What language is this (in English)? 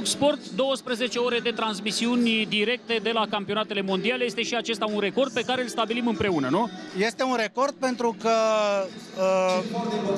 Romanian